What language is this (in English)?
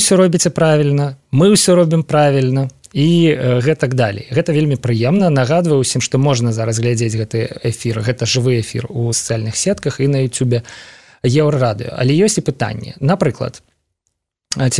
Belarusian